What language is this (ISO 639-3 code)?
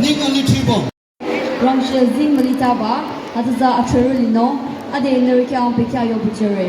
nag